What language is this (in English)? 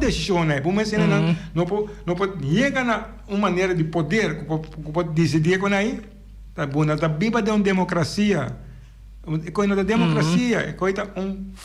Papiamento